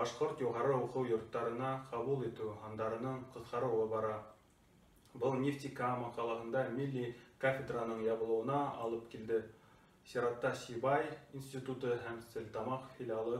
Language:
Bashkir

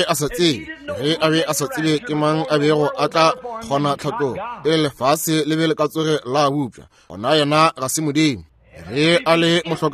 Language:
Northern Sotho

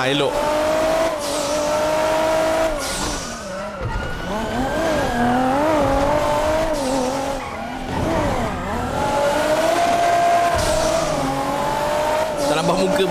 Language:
Malay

